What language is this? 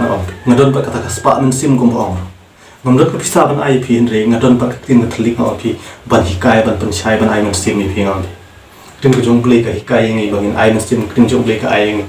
Khasi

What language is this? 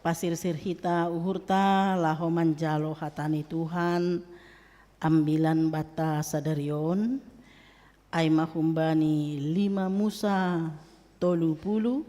Batak Simalungun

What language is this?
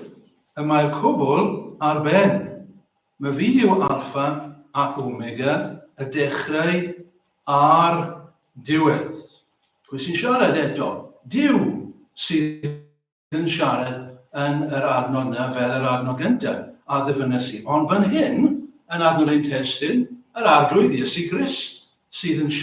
Welsh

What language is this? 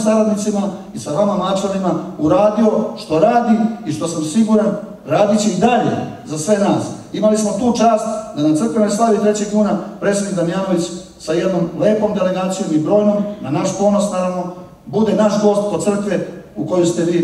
Serbian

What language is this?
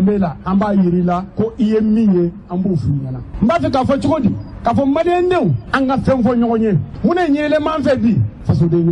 Bambara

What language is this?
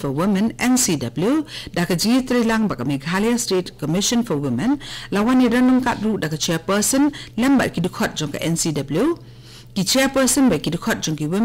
Khasi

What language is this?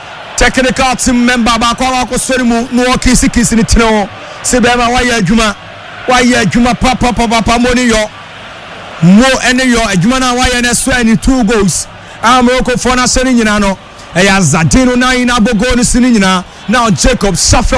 Akan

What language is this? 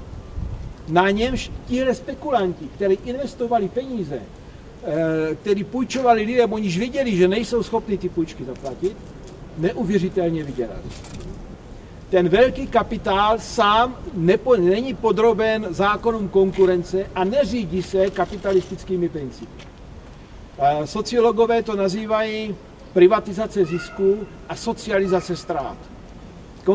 Czech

